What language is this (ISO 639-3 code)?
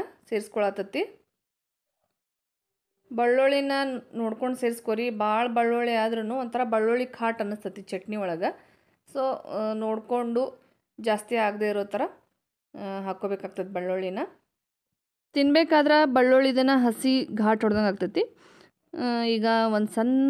kan